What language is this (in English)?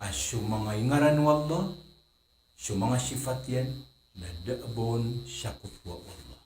Maranao